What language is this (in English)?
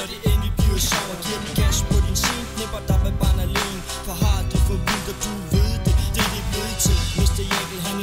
Danish